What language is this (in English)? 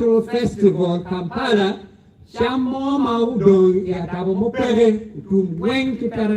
Acoli